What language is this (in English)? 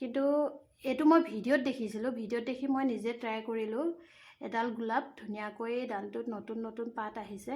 Assamese